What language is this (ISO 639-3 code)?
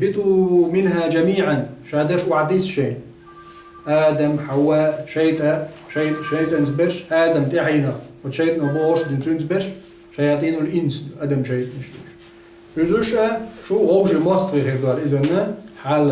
che